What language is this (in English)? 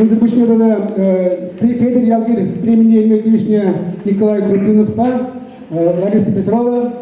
Chuvash